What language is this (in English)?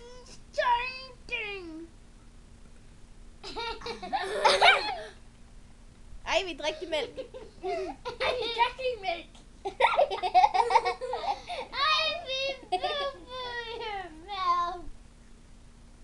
Danish